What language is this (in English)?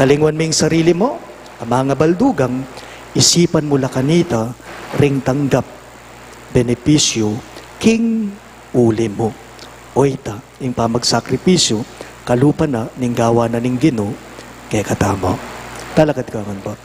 Pampanga